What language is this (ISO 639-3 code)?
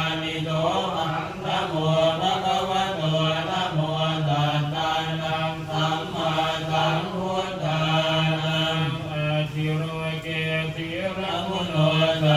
pli